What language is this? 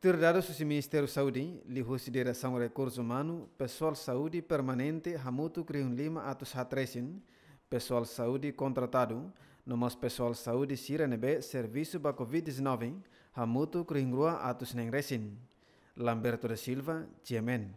Tetum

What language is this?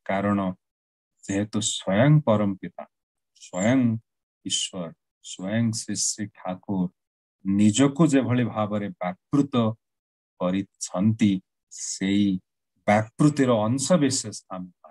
Odia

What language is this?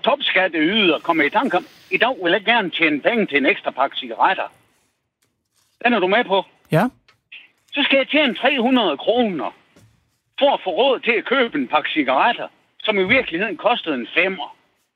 Danish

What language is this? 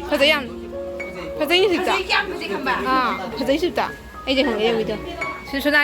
Manipuri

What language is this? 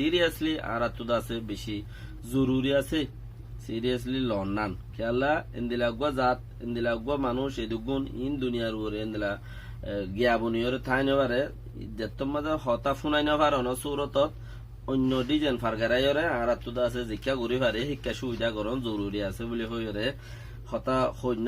Rohingya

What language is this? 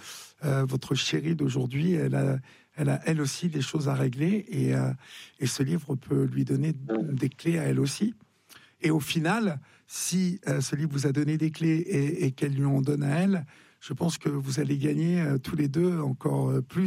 French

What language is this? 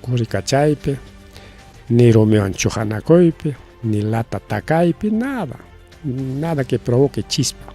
Ayacucho Quechua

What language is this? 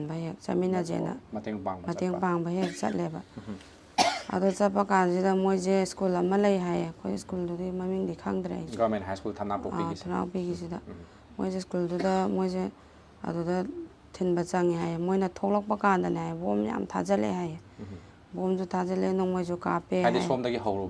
Manipuri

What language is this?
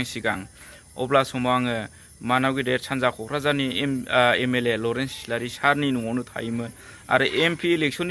Bodo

